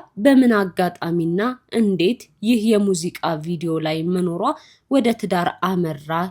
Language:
Amharic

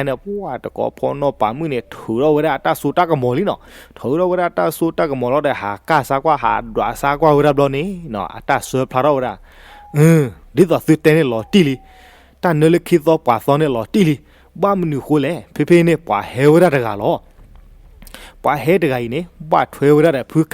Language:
S'gaw Karen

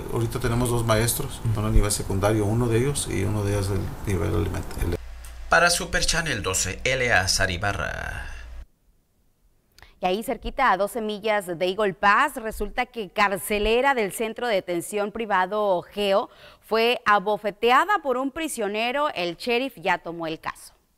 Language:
Spanish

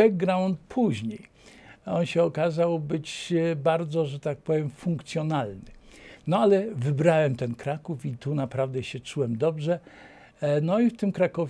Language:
Polish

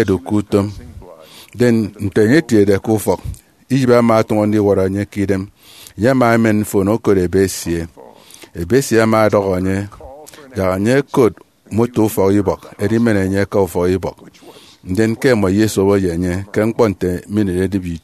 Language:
Efik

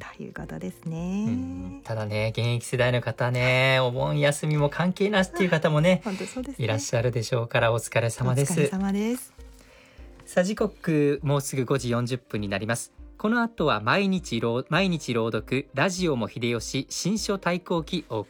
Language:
Japanese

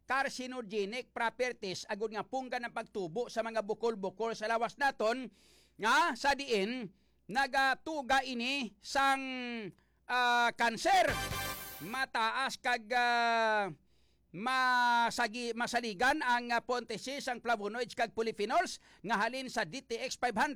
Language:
Hiligaynon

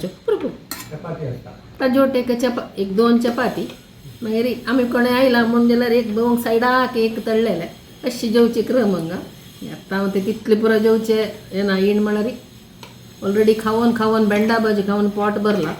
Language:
Konkani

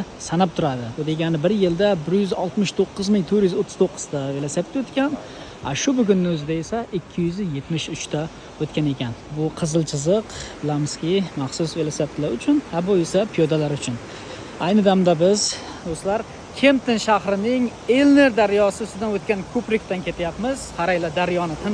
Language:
Uzbek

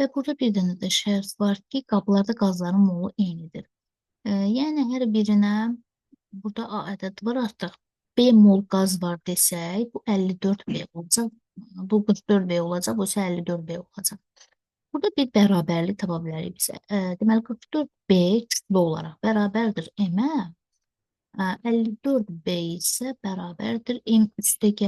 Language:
Azerbaijani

